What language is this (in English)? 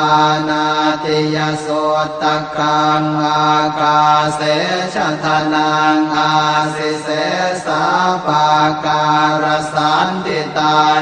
Pali